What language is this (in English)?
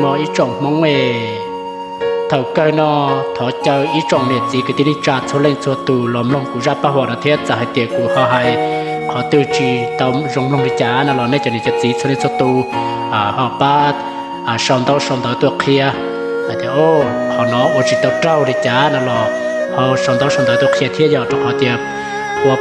Hmong